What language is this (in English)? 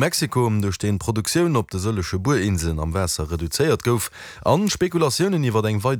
Luxembourgish